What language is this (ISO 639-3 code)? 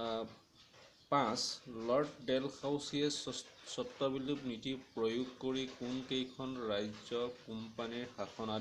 asm